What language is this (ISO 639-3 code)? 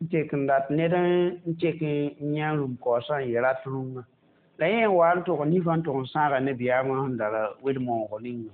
mos